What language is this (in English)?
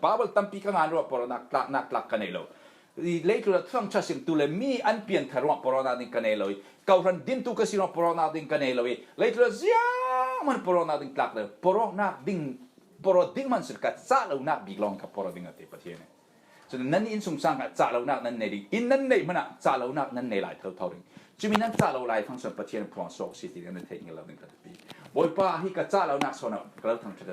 Falam Chin